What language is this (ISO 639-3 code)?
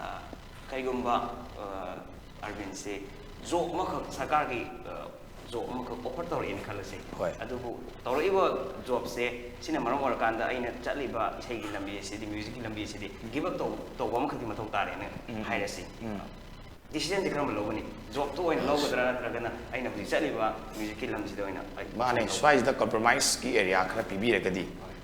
mni